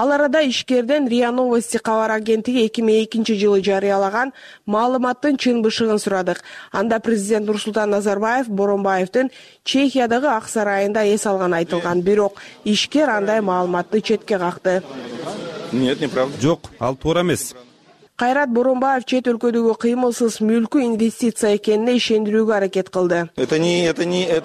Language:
Kyrgyz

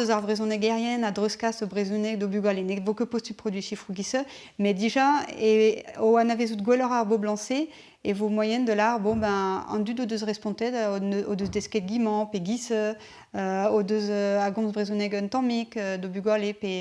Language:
Breton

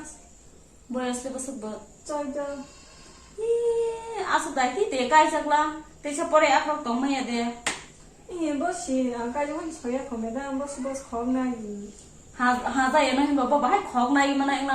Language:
Kok Borok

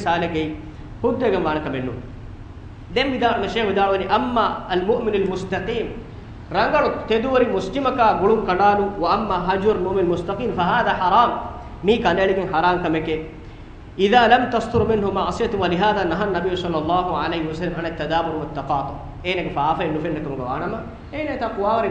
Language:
Divehi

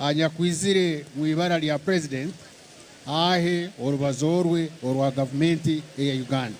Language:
Nyankole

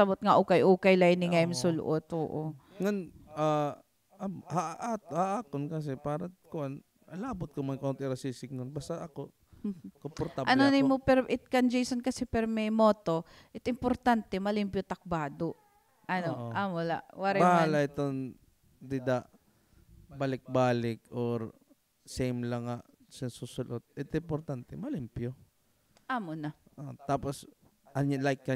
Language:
Waray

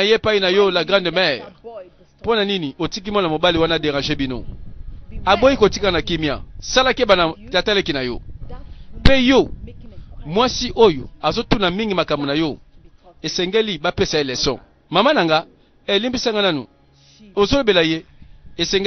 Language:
Lingala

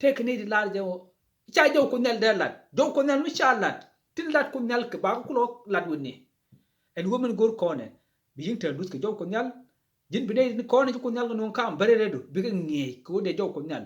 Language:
Nuer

